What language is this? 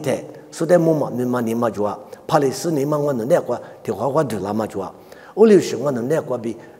Lisu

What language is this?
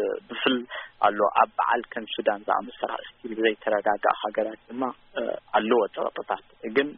Tigrinya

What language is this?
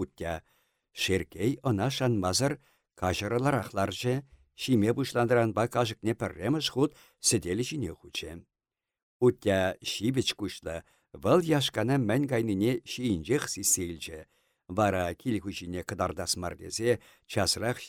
Chuvash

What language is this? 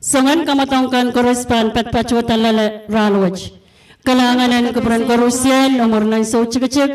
Pohnpeian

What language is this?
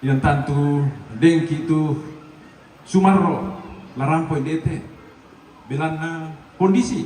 Toraja-Sa'dan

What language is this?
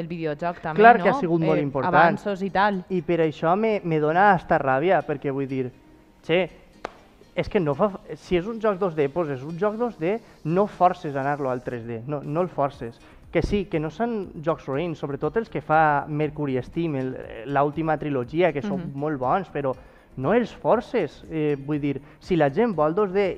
Catalan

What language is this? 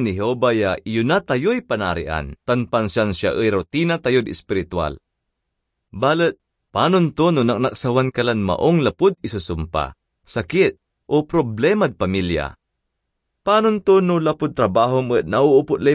Pangasinan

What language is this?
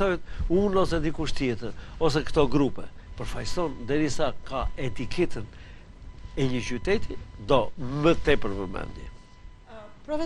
Albanian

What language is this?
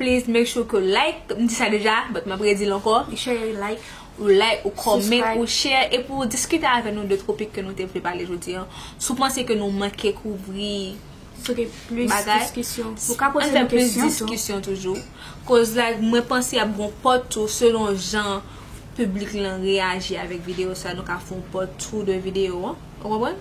Haitian Creole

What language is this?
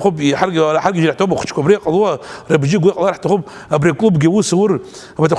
Abkhazian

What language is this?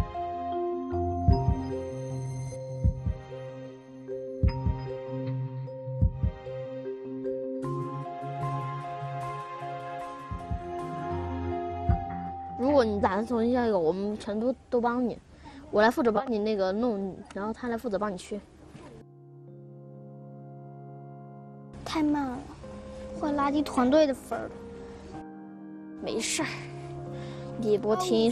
Chinese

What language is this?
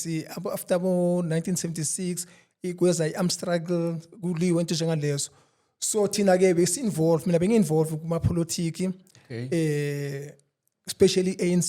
Zulu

